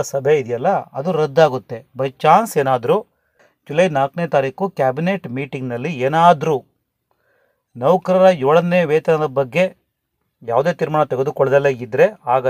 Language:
Kannada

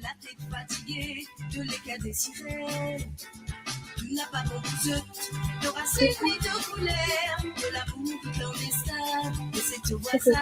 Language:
Morisyen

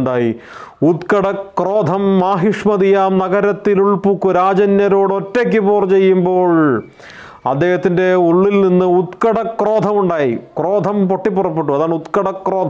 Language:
Malayalam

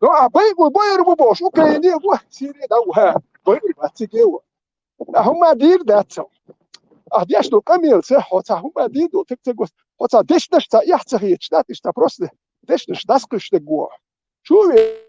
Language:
Chechen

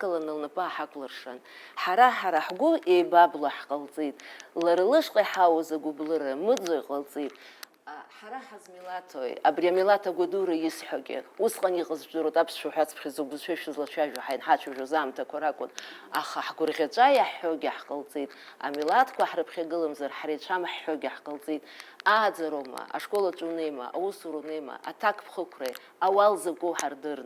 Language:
Abkhazian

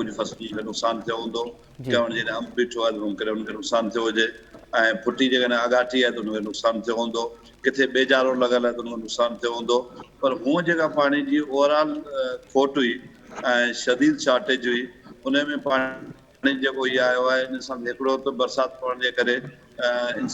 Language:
Sindhi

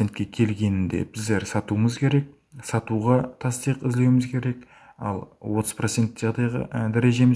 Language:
Kara-Kalpak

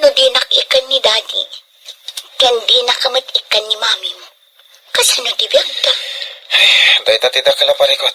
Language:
Iloko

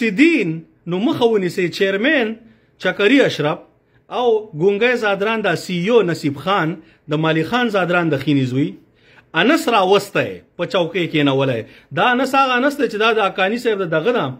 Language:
Pashto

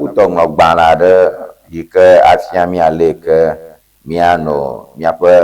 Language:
Ewe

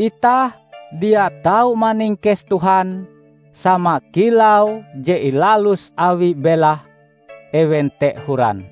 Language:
Ngaju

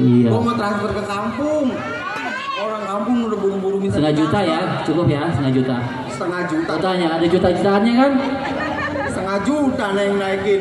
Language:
Betawi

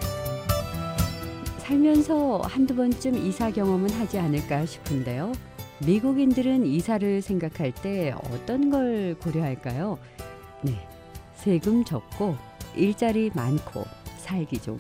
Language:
Korean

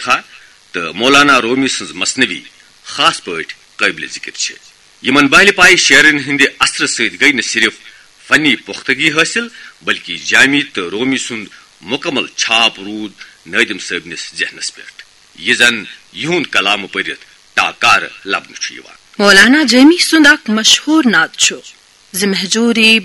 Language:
Kashmiri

